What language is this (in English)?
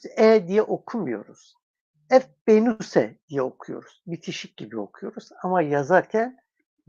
Kurdish